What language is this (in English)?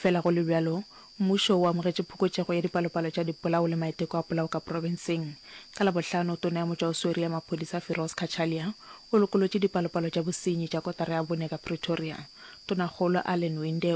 Northern Sotho